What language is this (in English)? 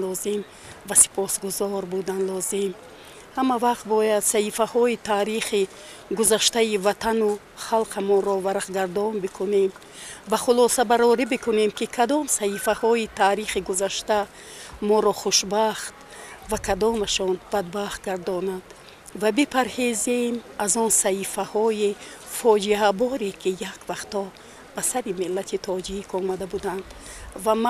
Tajik